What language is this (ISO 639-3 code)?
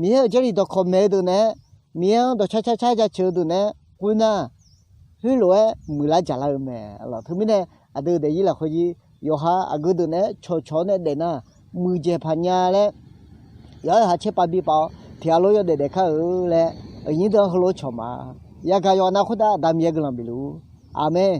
ahk